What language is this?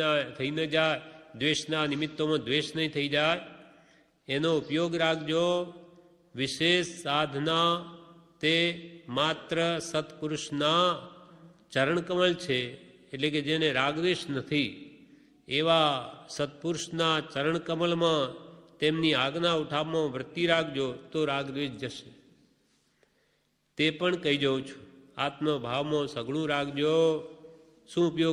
Gujarati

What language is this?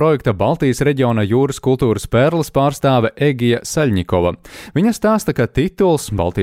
Latvian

